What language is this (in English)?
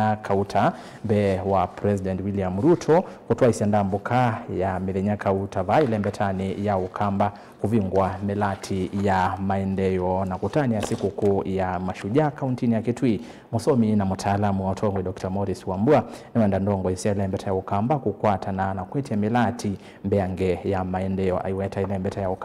Kamba